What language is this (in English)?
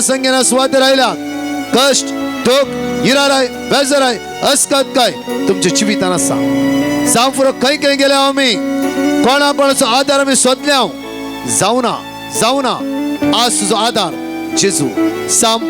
Konkani